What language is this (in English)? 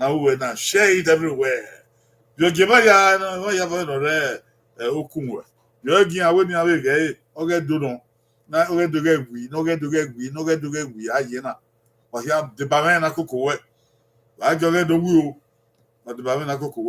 Bini